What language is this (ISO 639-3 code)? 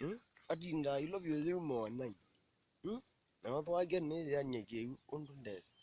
kam